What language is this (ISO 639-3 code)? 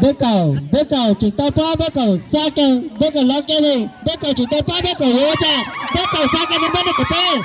hmn